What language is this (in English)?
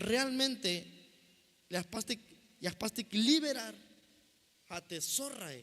Tzeltal